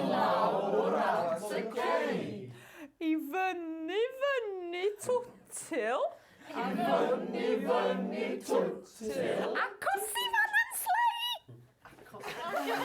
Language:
Welsh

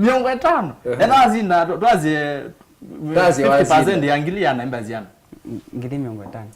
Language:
Kamba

